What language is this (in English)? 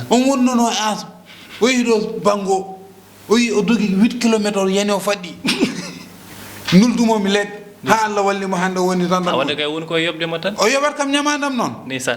Fula